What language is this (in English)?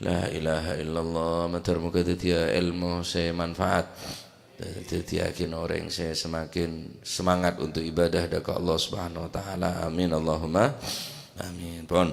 Madurese